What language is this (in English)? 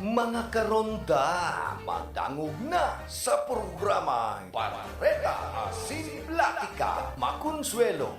Bikol